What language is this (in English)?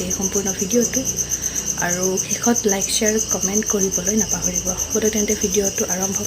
Assamese